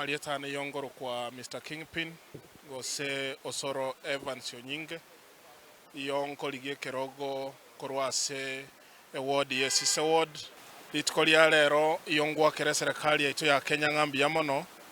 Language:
Gusii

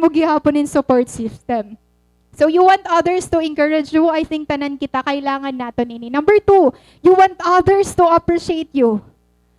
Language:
Waray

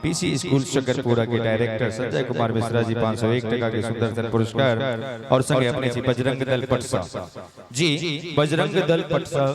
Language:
Maithili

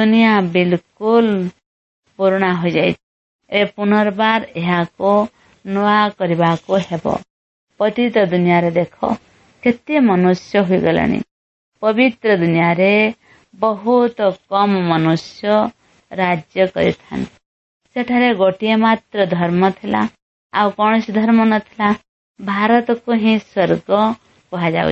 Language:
Odia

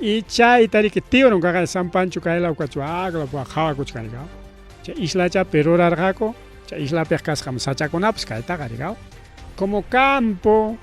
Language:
Ayacucho Quechua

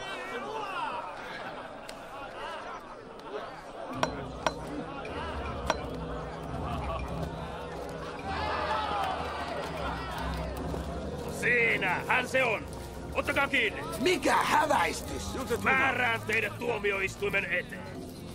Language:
Finnish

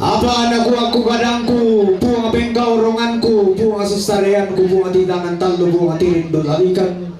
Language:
Toraja-Sa'dan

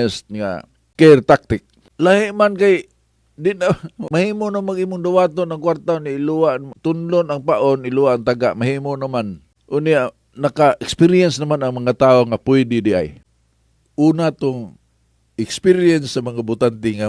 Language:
Cebuano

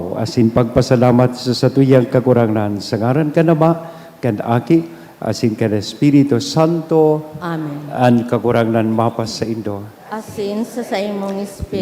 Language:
Bikol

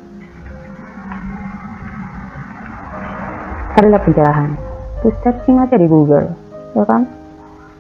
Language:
Indonesian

